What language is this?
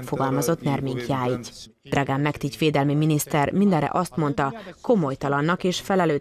Hungarian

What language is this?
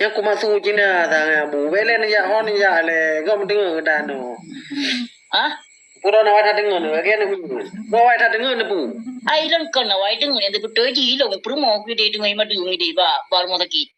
Achinese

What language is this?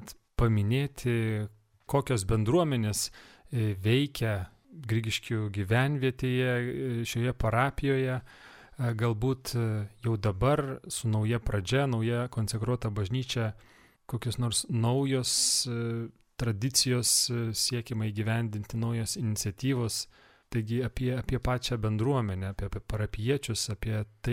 Lithuanian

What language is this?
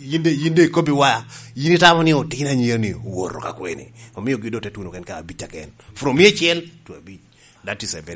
Lango (Uganda)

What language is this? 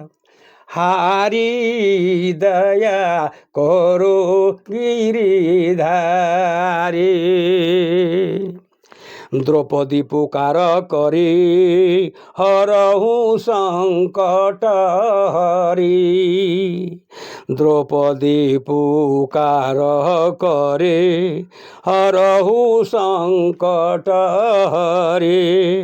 Sadri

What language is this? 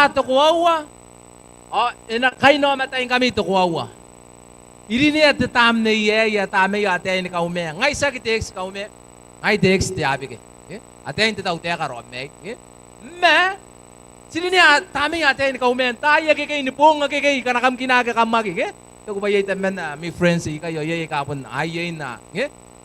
Gilbertese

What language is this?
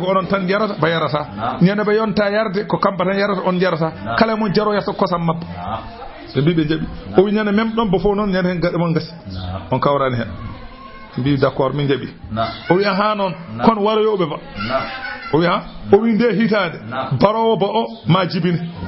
Fula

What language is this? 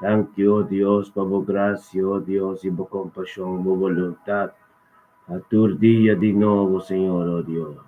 Papiamento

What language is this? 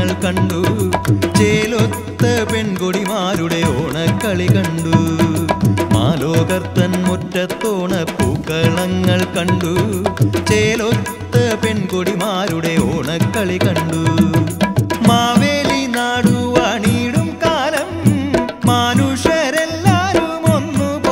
Malayalam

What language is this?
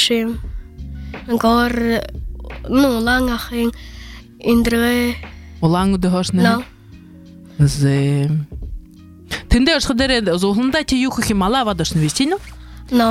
Buriat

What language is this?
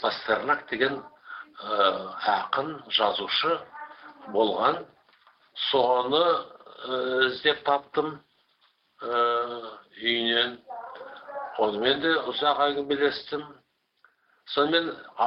Kazakh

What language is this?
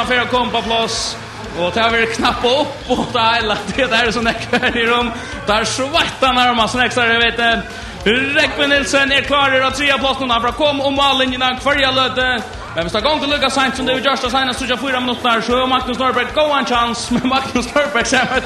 Faroese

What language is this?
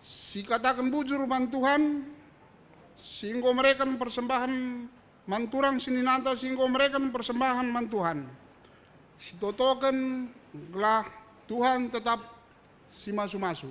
Batak Karo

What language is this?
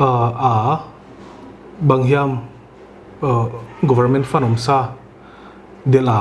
Paite Chin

